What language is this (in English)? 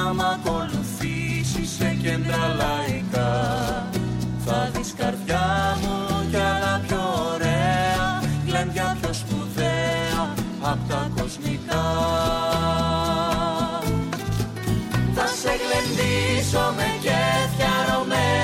Greek